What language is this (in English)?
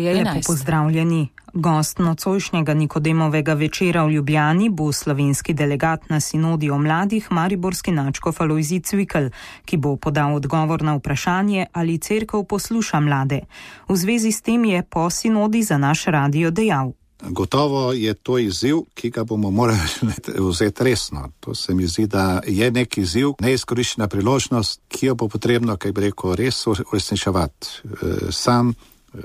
Slovenian